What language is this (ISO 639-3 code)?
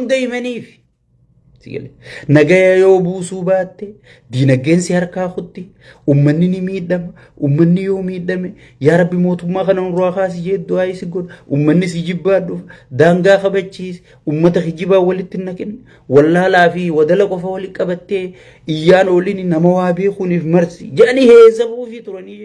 orm